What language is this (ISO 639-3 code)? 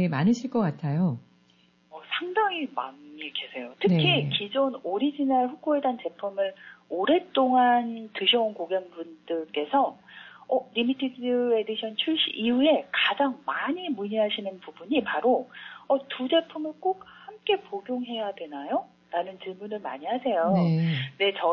kor